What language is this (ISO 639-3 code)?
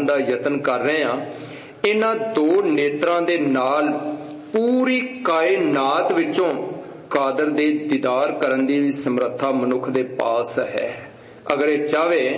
pan